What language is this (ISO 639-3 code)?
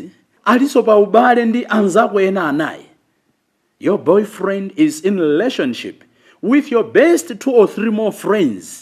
nya